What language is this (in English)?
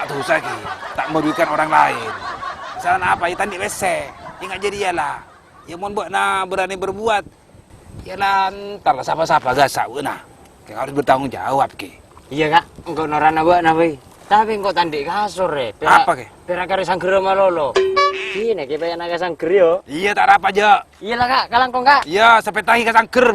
Madurese